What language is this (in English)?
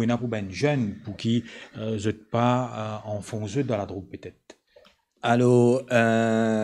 Morisyen